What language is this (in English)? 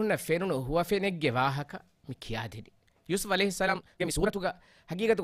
Divehi